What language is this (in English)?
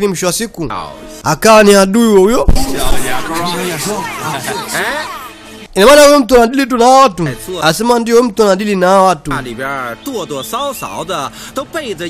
Swahili